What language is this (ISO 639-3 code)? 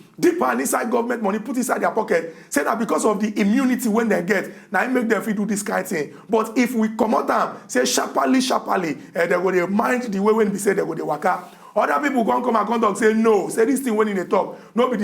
pcm